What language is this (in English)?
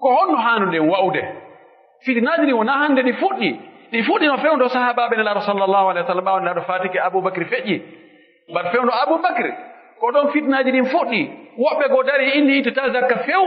Pular